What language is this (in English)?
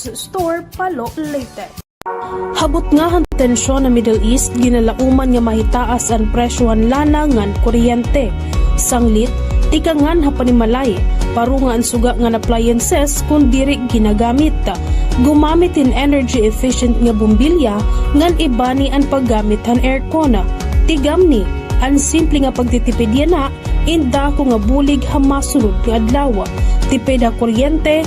Waray